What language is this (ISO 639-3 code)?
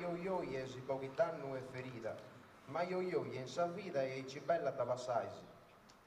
srd